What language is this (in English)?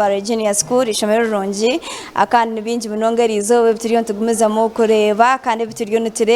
Nyankole